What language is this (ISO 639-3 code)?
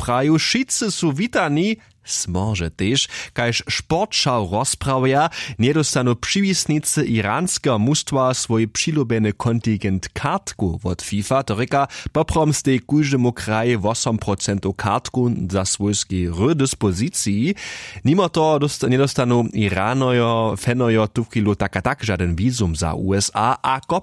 hsb